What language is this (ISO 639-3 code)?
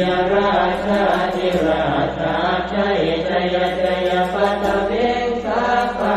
pli